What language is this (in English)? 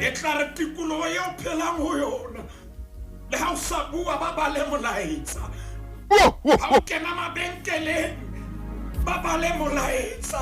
Southern Sotho